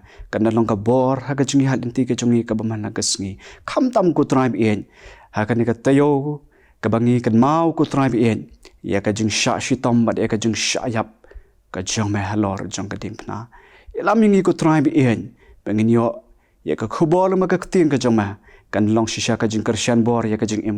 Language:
Khasi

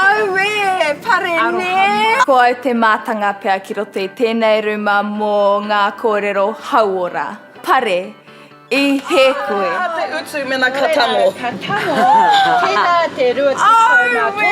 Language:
Māori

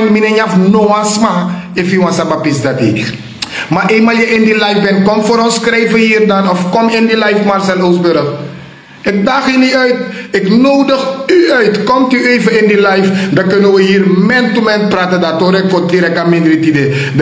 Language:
Sranan Tongo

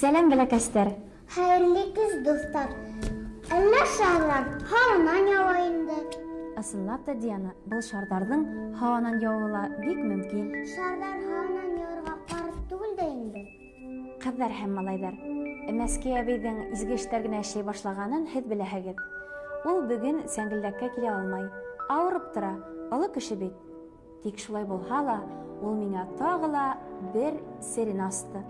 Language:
Bashkir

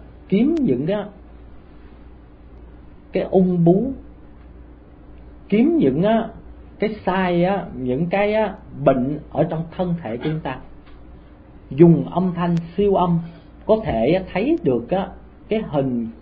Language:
Vietnamese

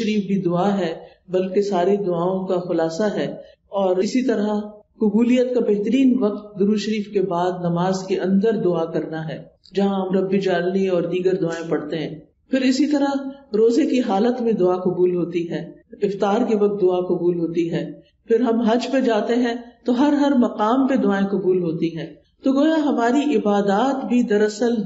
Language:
Urdu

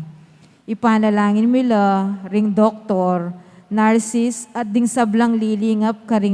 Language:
Pampanga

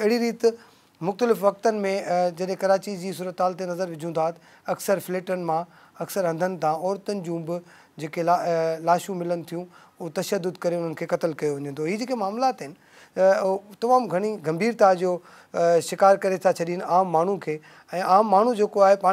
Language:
Sindhi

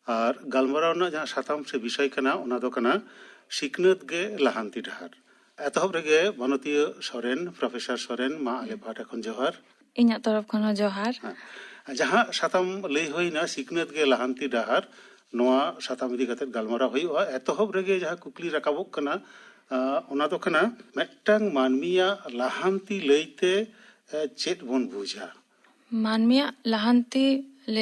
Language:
Santali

